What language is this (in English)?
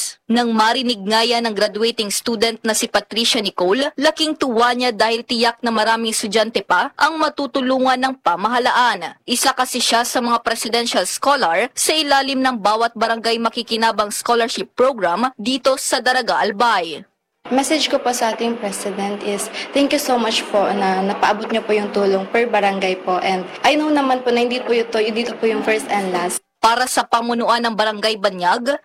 Filipino